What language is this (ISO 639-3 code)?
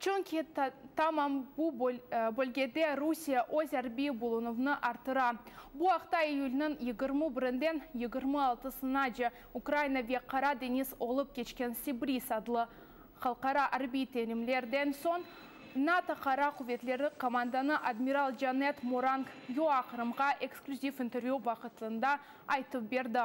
crh